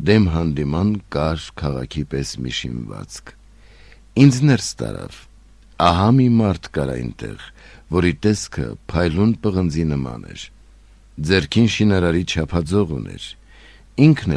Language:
Armenian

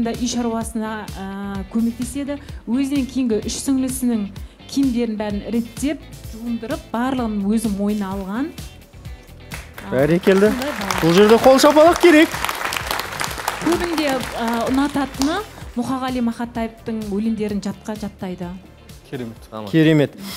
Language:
Kazakh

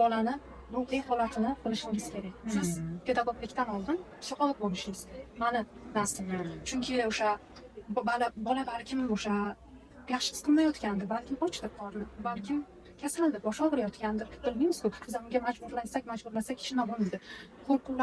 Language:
Uzbek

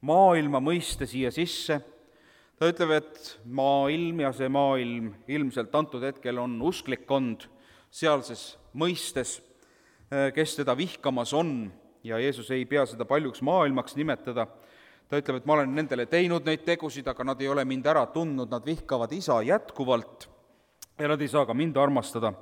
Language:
Estonian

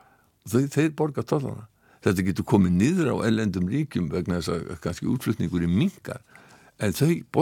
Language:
Icelandic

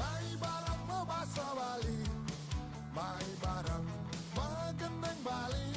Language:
Balinese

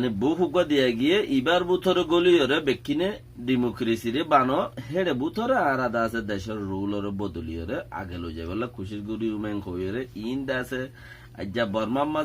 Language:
Rohingya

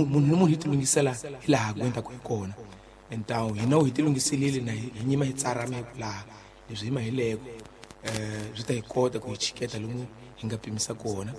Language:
Tsonga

